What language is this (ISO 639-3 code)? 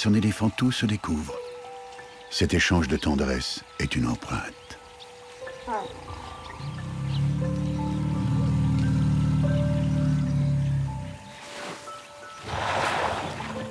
fra